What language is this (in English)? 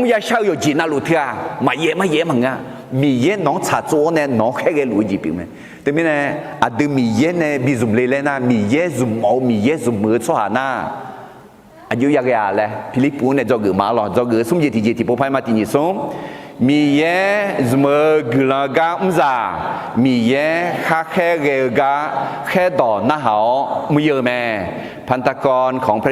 Akha